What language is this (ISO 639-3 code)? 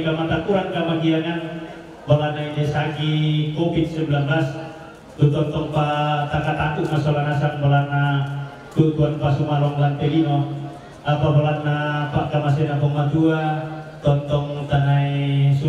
ind